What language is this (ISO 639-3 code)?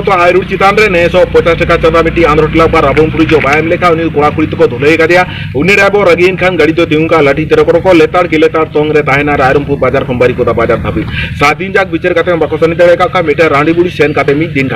sat